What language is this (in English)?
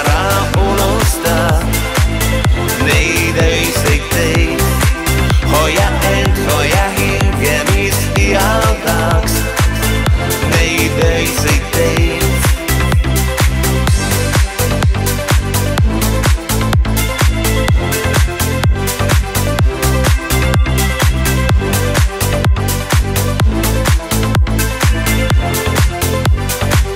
Estonian